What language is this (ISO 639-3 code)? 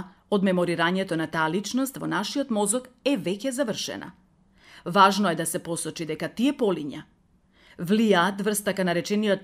mkd